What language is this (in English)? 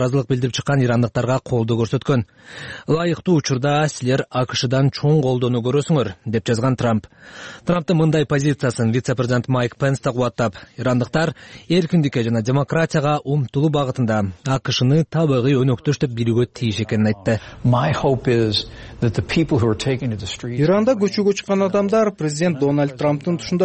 Kyrgyz